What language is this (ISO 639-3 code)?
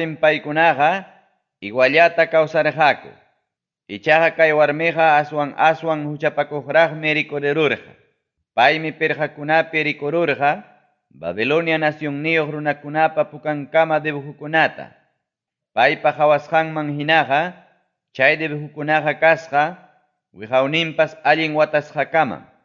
quy